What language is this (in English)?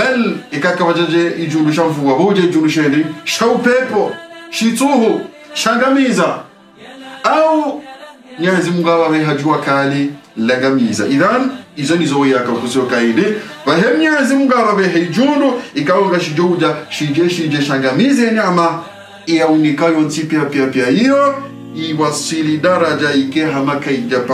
Swahili